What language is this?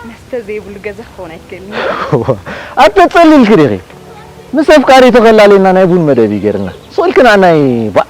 Tigrinya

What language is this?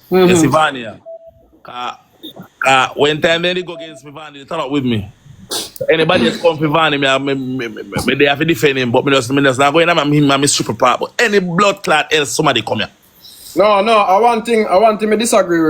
Jamaican Creole English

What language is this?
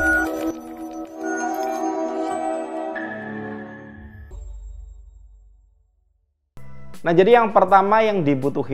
Indonesian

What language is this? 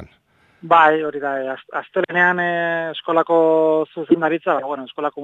Basque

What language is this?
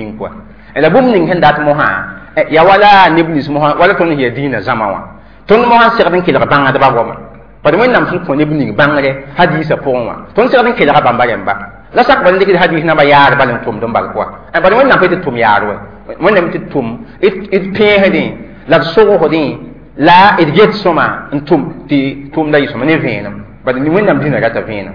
Mossi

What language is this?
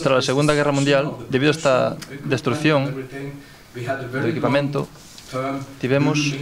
Galician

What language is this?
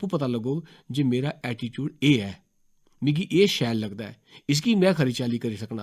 Dogri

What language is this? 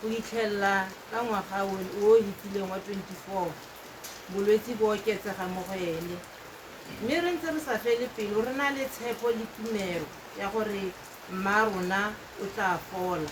Tswana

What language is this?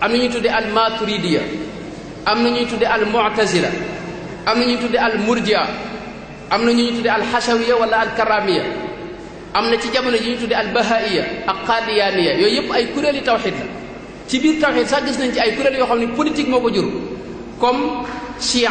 Wolof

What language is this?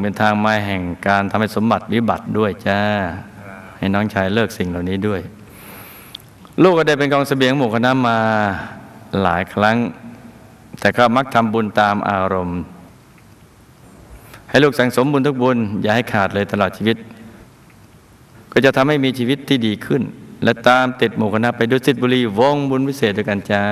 Thai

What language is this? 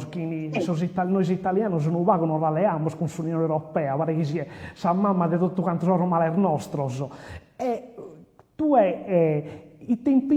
Sardinian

